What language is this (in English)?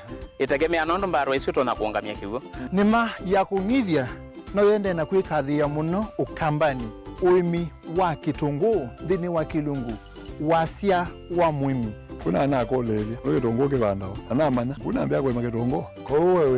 Kamba